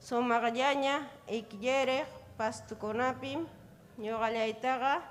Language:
Ayacucho Quechua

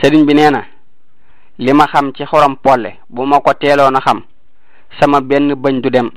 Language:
Wolof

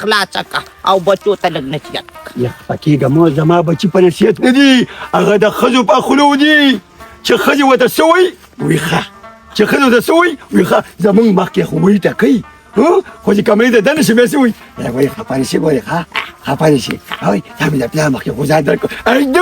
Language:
Pashto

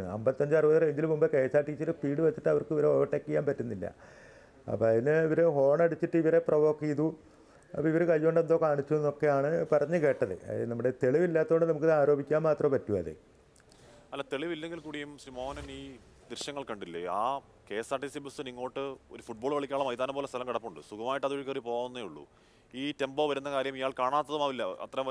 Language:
Malayalam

